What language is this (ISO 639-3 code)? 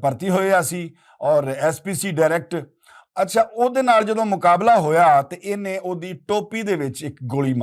lah